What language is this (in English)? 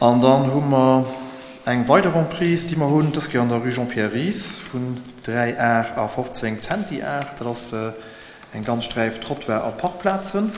Luxembourgish